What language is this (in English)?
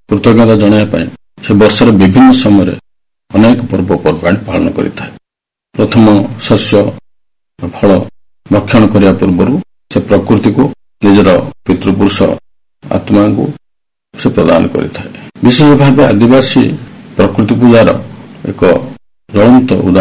Odia